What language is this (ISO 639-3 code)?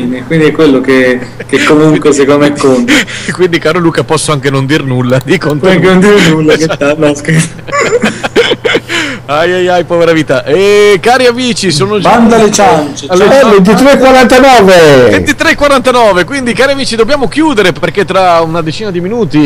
ita